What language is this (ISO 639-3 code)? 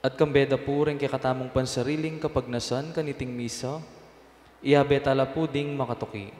pam